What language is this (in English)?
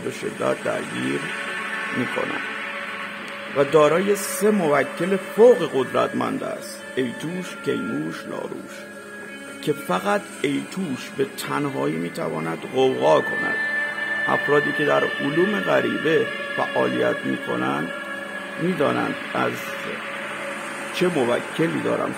Persian